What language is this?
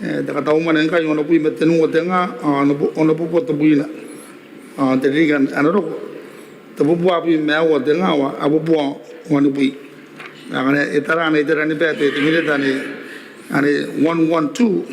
Gilbertese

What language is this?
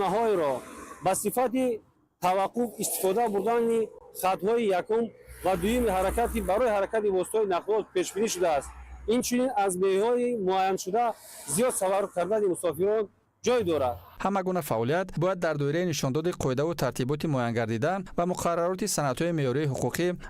Tajik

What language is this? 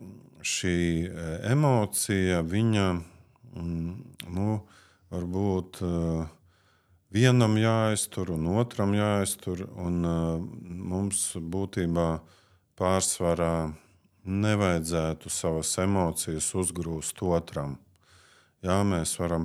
Latvian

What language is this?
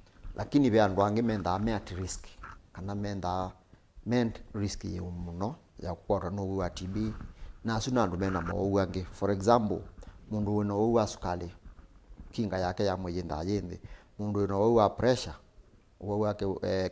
Kamba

